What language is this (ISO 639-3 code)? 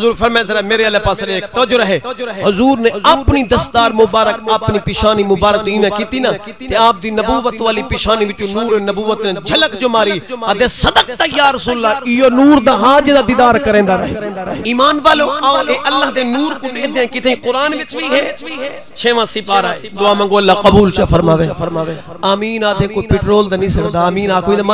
skr